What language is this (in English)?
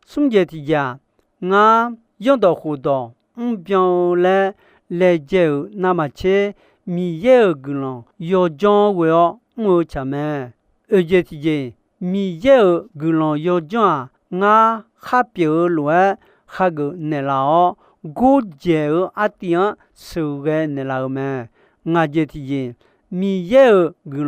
Akha